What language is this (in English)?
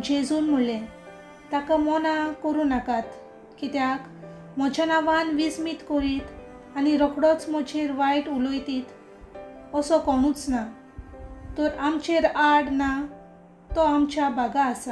Konkani